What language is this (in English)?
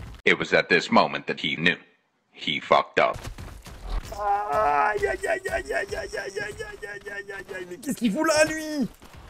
French